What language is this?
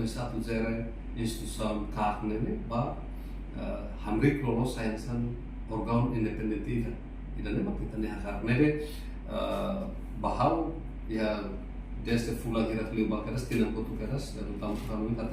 Tetum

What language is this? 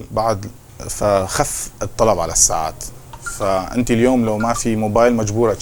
North Levantine Arabic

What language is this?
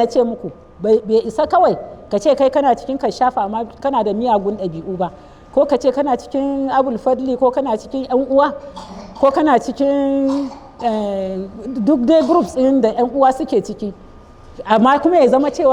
Hausa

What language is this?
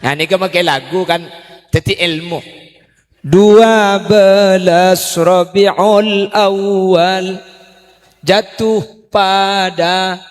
Madurese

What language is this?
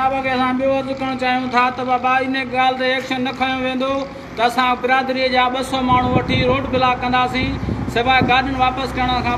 Sindhi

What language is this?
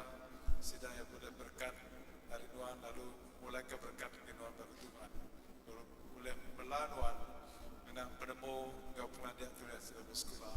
Iban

